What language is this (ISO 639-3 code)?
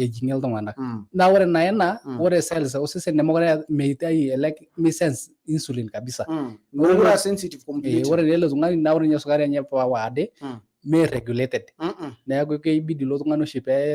mas